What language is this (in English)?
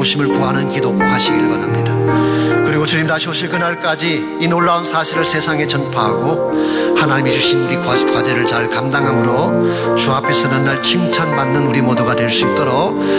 Korean